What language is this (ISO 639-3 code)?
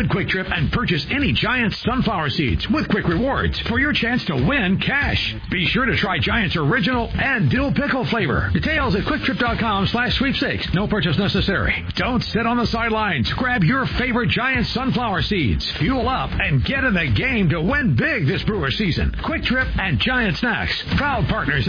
eng